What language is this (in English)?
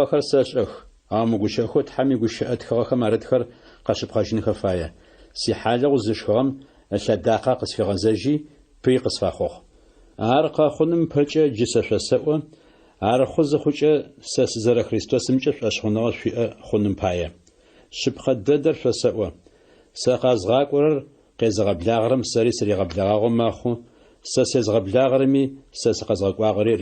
Adyghe